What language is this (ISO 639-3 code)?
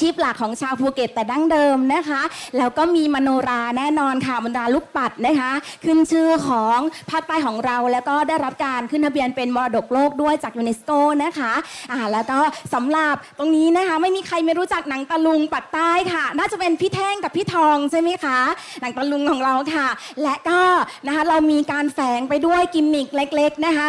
tha